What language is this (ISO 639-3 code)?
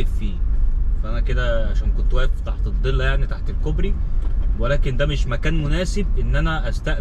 arz